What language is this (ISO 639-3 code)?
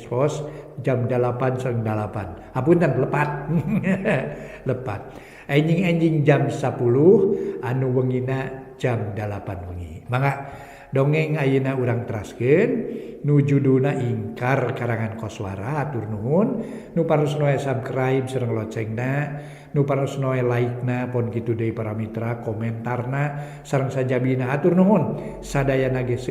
sun